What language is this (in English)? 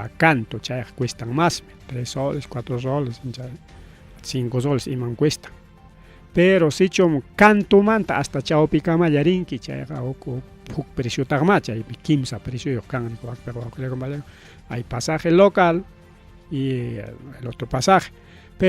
Ayacucho Quechua